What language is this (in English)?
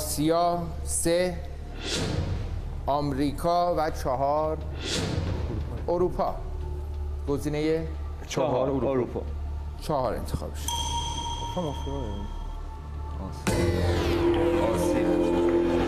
Persian